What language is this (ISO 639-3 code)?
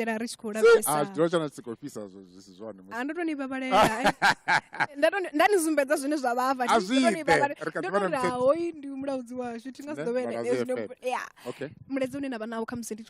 ven